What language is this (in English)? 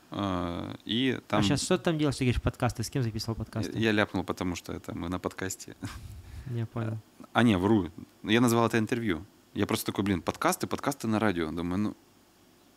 Russian